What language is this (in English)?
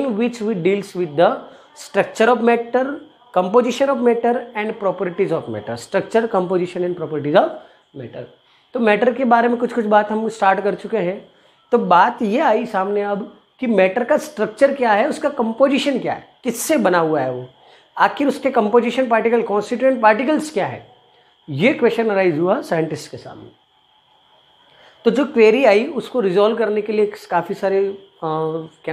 Hindi